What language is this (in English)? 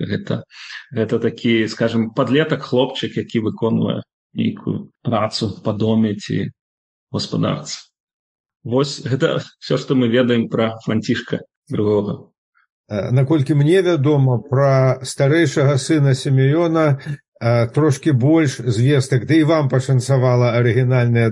Belarusian